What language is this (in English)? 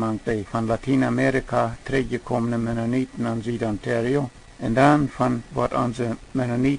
Plautdietsch